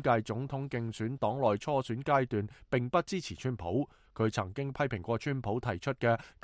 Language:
Cantonese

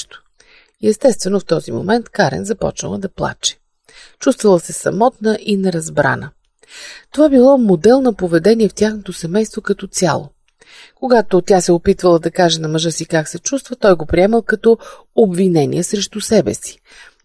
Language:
Bulgarian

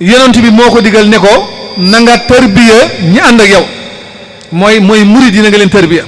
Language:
Wolof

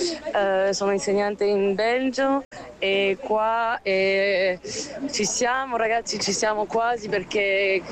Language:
Italian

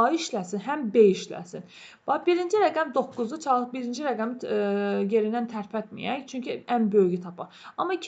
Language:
Azerbaijani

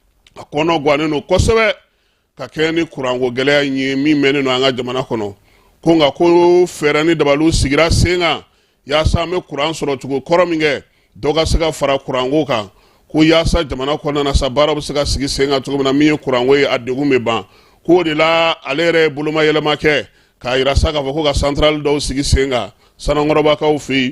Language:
Bambara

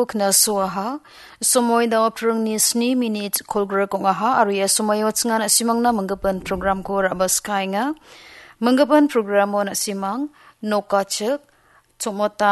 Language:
Garo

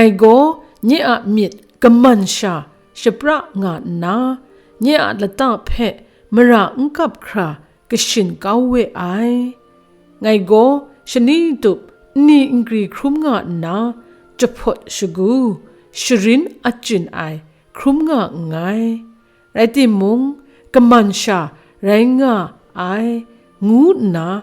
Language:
Kachin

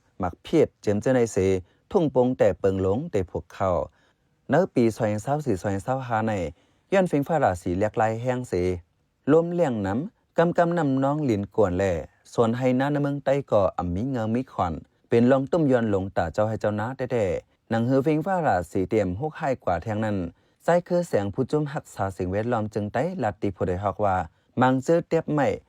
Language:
Shan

